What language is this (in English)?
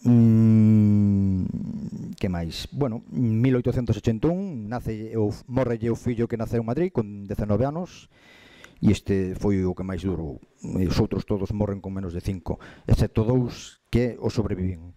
Galician